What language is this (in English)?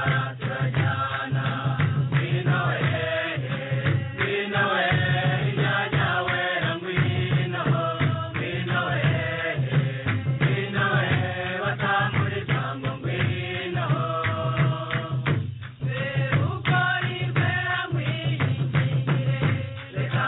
Kinyarwanda